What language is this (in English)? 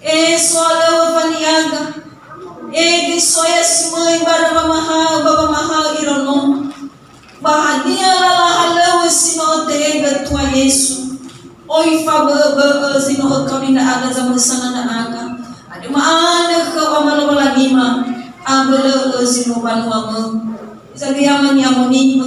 Nias